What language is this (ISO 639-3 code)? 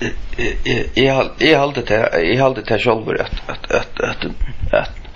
fao